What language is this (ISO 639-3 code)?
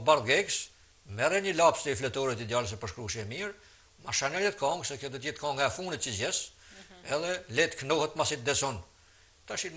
sqi